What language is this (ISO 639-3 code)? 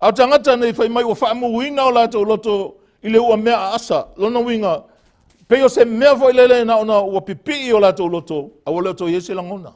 smo